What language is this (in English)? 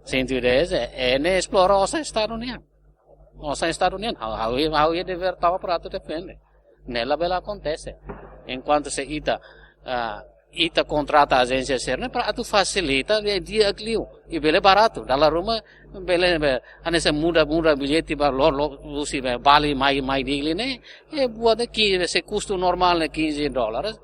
Tetum